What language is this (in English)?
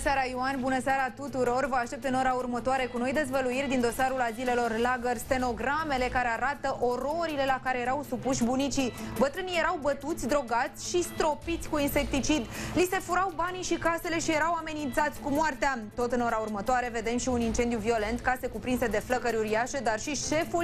Romanian